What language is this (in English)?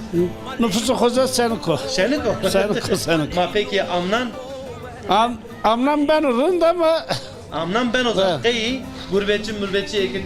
Zaza